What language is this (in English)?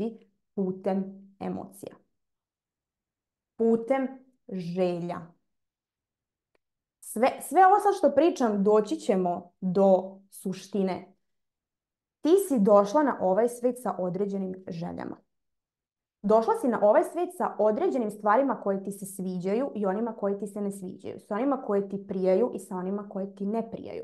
Serbian